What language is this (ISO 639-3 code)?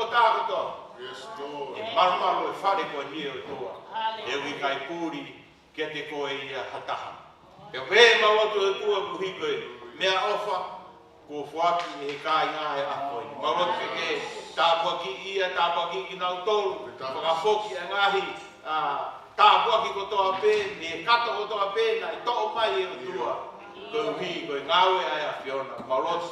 ton